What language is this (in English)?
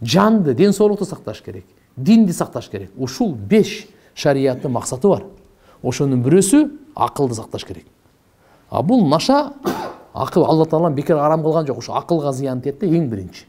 Kyrgyz